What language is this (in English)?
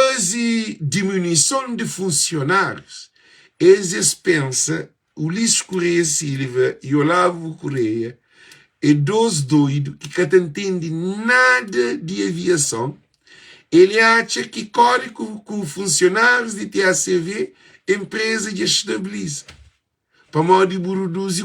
Kabuverdianu